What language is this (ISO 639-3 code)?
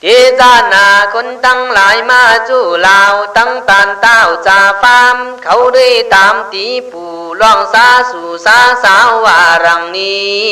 kkh